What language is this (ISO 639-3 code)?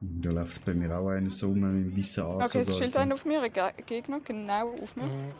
gsw